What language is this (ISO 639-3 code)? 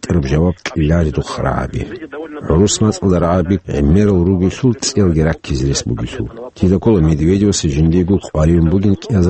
ava